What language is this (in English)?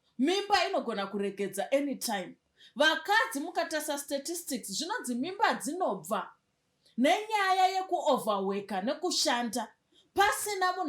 Shona